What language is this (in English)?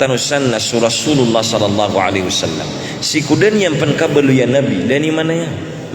Maranao